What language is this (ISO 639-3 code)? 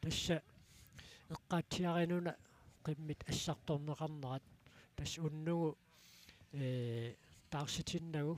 kal